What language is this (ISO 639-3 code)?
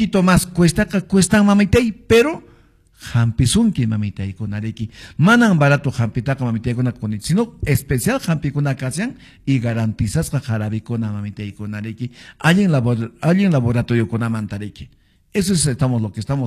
que